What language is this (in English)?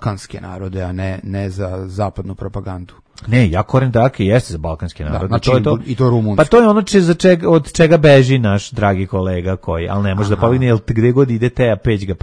Serbian